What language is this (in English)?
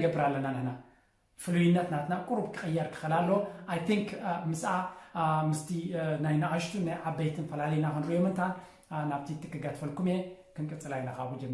Tigrinya